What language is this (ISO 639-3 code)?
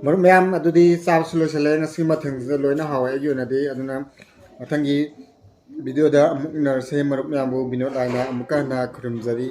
mni